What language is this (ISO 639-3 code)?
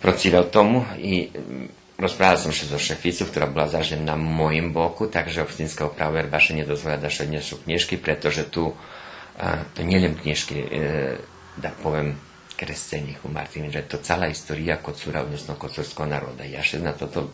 rue